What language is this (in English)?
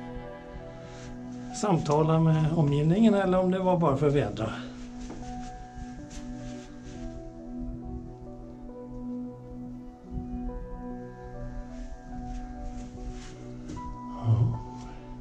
Swedish